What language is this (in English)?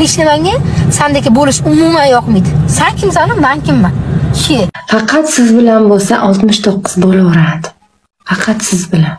Uzbek